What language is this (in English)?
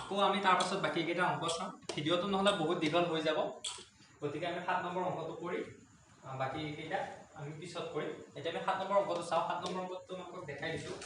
Assamese